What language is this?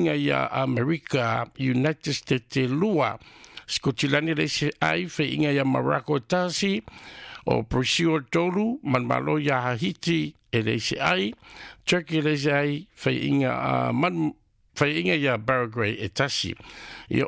Samoan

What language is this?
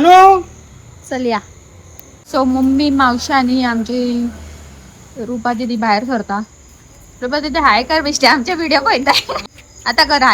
Konkani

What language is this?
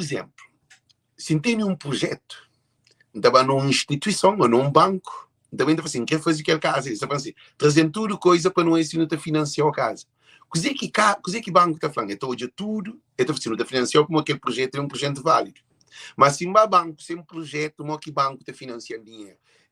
Kabuverdianu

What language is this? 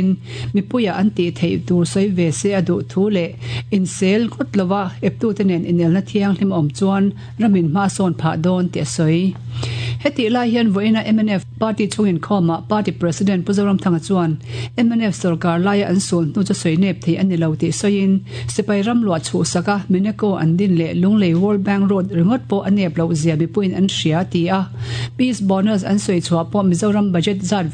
Mizo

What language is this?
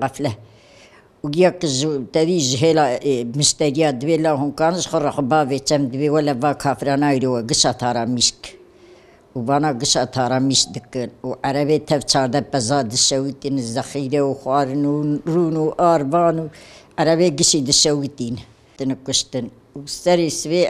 Kurdish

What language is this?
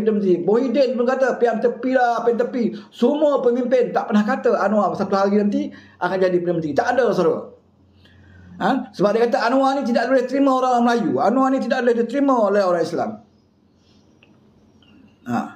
Malay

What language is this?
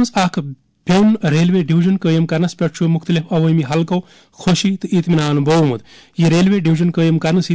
Kashmiri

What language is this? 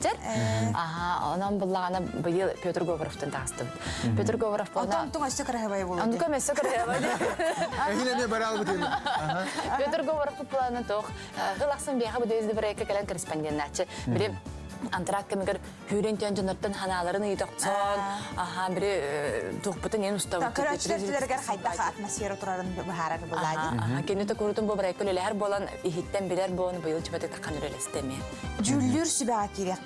Yakut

